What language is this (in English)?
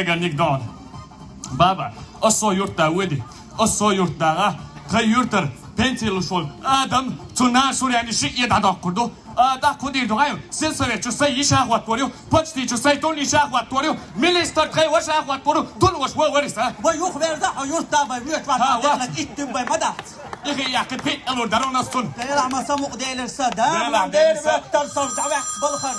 Chechen